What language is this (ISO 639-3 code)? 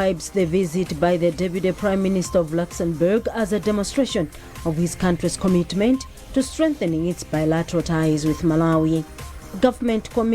eng